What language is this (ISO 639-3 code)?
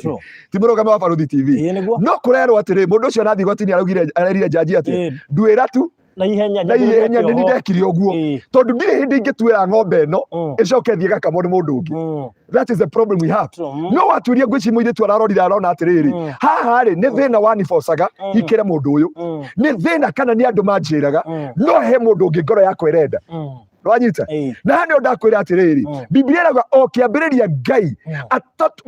kik